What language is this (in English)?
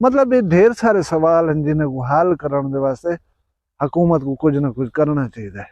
Saraiki